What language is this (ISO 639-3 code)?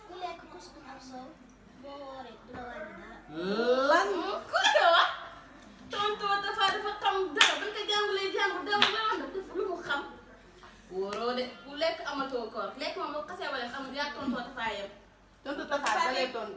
wol